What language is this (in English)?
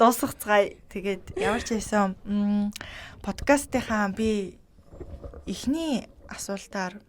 Mongolian